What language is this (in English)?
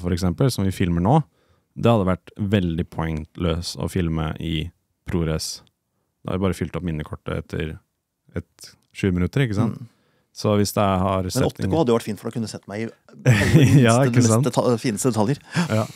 Norwegian